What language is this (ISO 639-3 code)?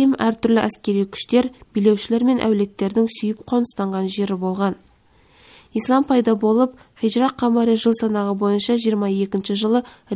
kaz